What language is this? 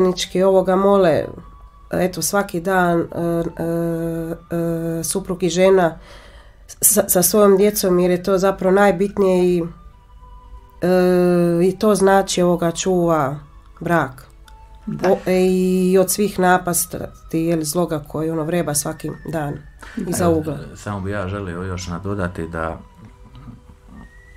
Croatian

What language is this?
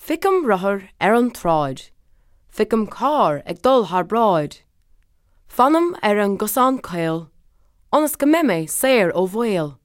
Irish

